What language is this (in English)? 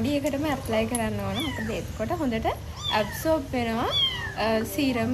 Sinhala